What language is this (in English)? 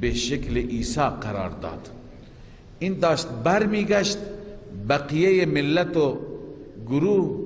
Persian